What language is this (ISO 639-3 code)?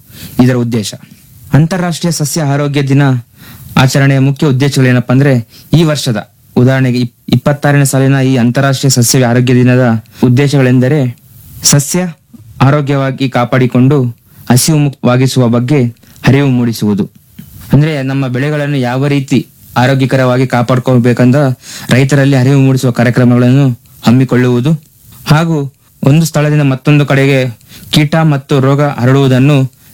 kan